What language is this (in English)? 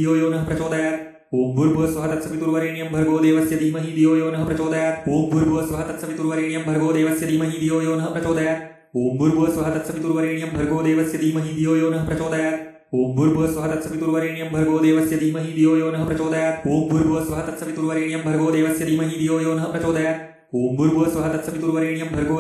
Sanskrit